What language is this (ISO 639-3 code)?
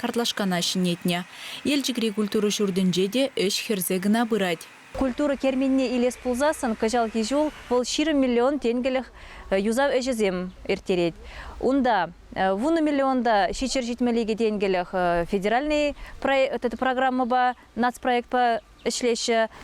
chv